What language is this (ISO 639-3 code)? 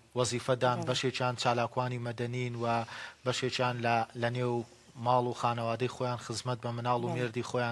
ckb